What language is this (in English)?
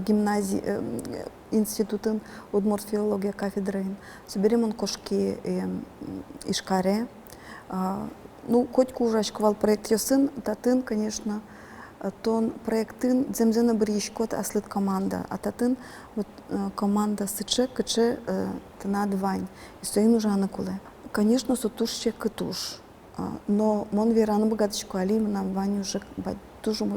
Udmurt